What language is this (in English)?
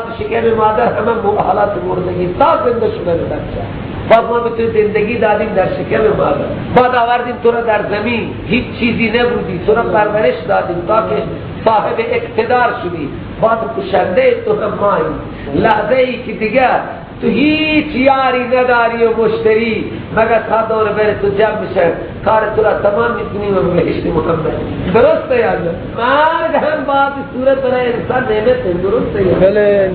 Persian